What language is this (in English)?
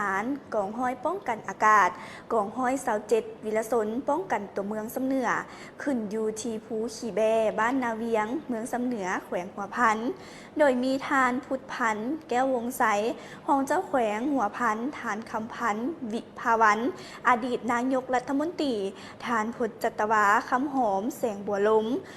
Lao